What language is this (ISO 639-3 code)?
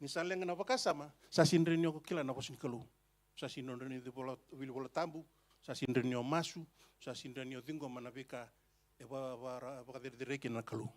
fij